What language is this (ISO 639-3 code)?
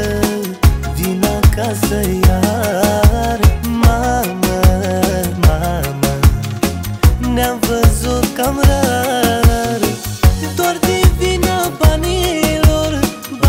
ron